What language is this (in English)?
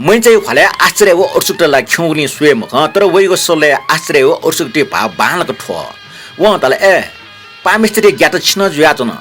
Newari